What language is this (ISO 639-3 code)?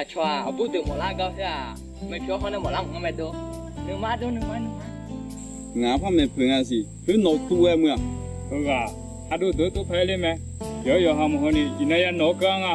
ahk